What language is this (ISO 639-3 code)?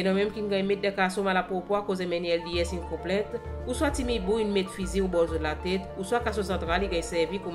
crs